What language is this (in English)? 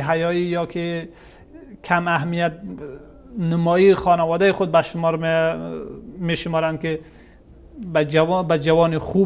Persian